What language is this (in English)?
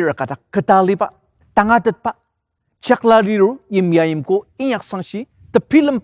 Ao Naga